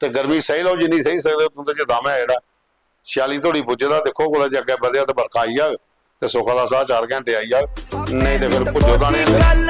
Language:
Dogri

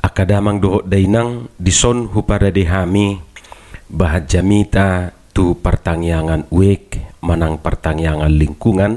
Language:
Batak Toba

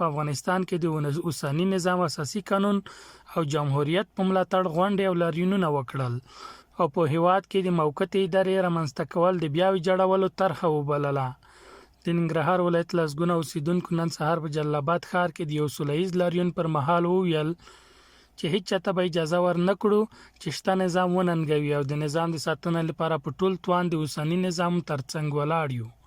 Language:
Pashto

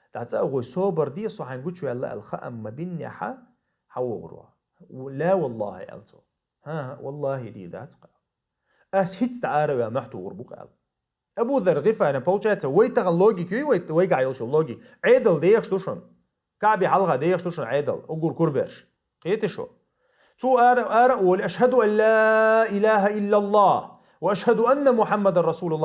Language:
Chechen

